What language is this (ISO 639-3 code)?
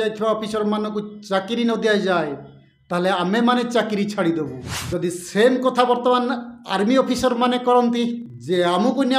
ori